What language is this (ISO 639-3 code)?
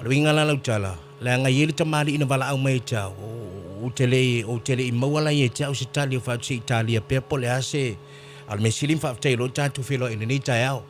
smo